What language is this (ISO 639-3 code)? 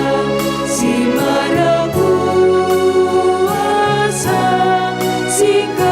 btx